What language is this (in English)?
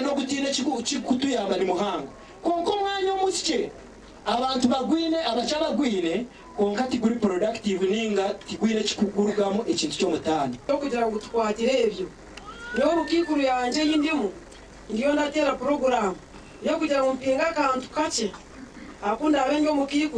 Nyankole